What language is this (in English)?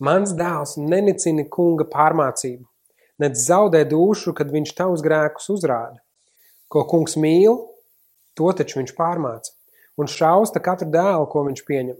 Latvian